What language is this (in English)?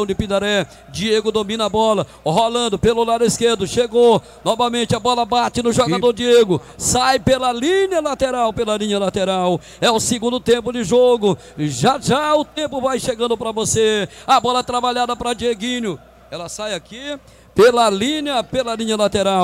Portuguese